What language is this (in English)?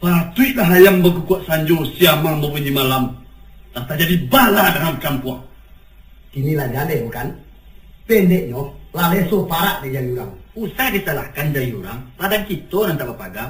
Minangkabau